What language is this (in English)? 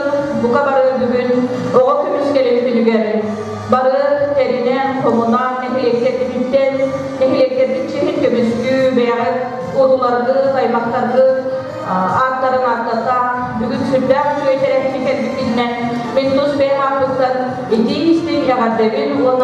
Yakut